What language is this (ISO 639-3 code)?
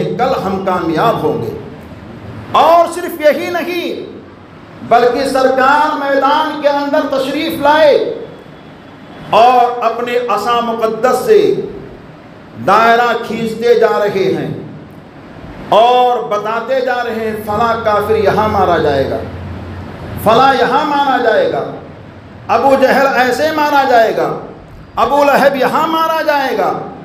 urd